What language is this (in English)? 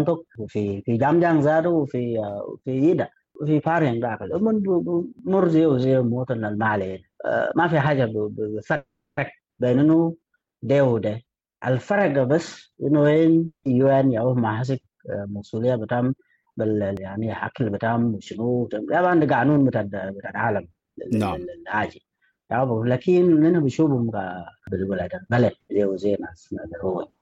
Sudanese Arabic